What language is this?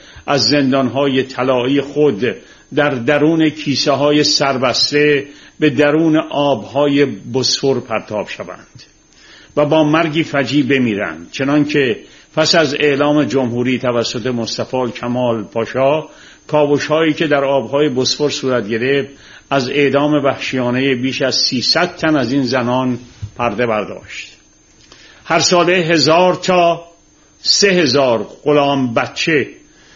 Persian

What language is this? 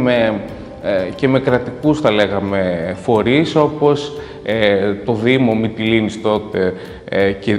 Greek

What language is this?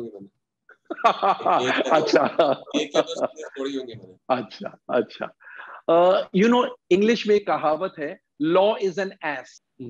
Hindi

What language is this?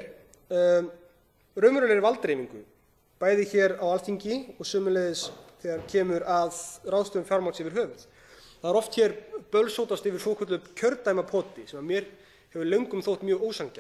Icelandic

